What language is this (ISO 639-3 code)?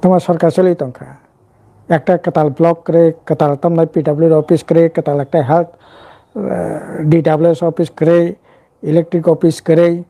trp